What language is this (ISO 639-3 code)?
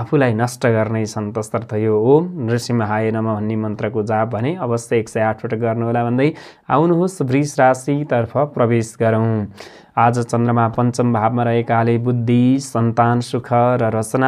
nep